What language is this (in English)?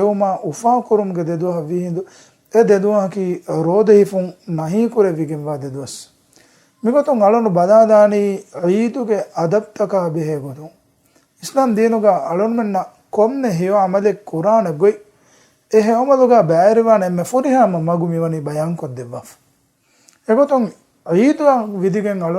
Divehi